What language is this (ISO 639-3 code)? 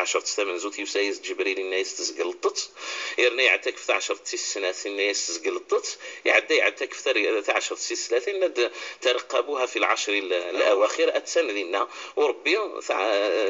kab